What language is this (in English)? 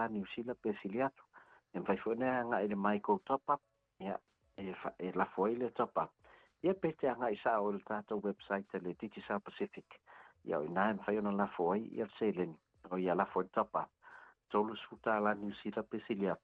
Samoan